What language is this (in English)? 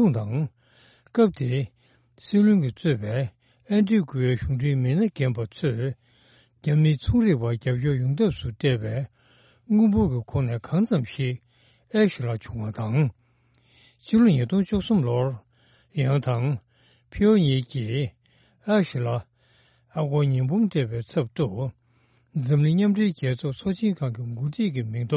Tibetan